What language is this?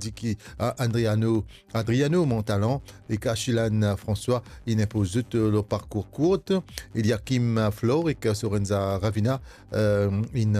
Morisyen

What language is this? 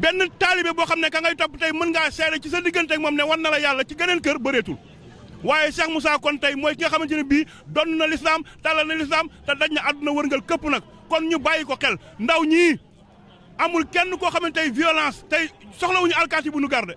Wolof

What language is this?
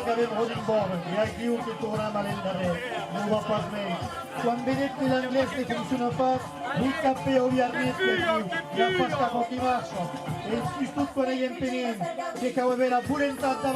Occitan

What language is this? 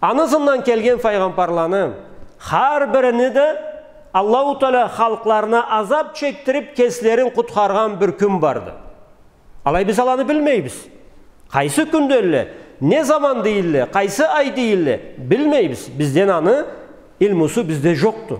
Karachay-Balkar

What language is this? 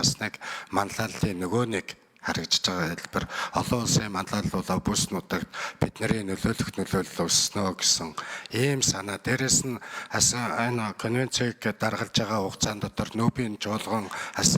Mongolian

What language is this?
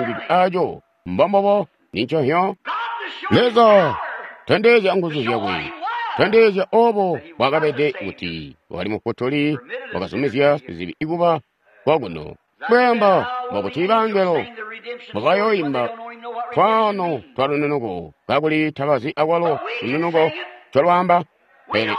Tonga (Zambia)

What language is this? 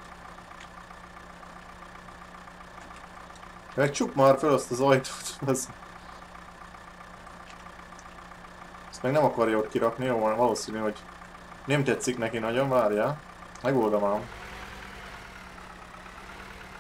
Hungarian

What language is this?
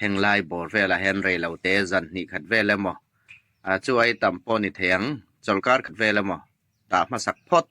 Hmar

